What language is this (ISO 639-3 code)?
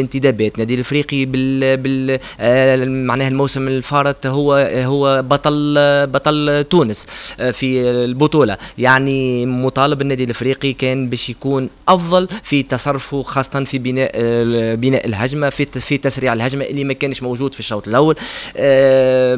aeb